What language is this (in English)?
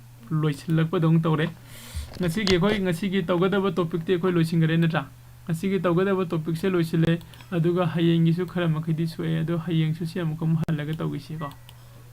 Manipuri